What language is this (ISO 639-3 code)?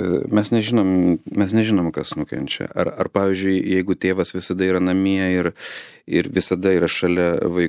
lit